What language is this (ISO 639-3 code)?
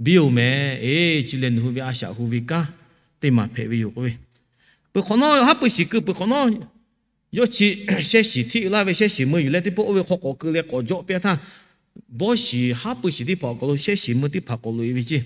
lhu